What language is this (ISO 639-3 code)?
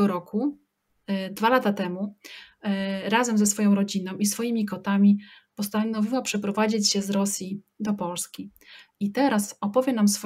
pol